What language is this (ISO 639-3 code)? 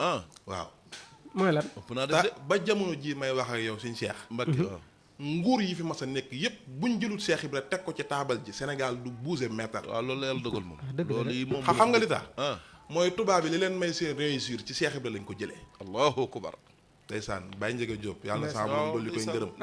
wol